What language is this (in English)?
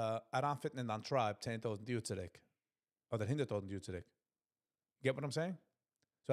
Yiddish